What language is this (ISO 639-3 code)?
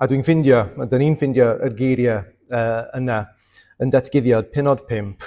cym